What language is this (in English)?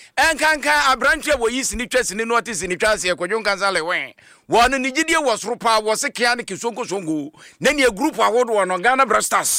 Akan